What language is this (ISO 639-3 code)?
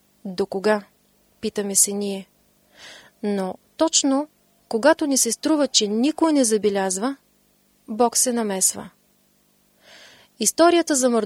bul